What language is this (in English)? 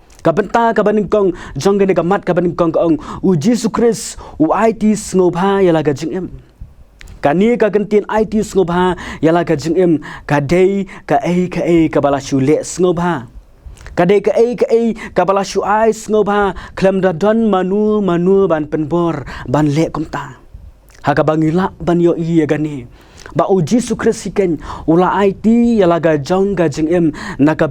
Khasi